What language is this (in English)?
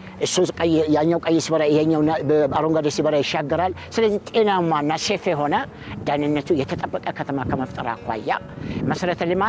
Amharic